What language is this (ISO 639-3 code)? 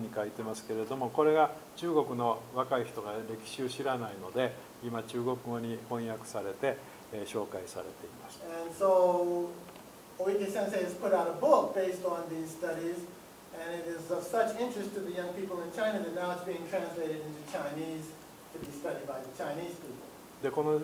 jpn